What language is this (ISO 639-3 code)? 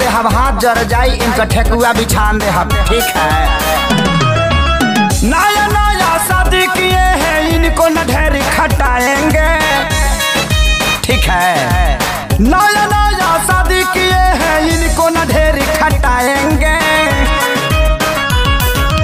bho